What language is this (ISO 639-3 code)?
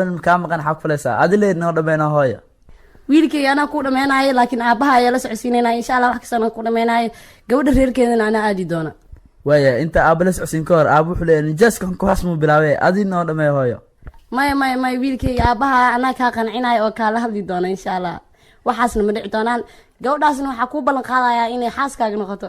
som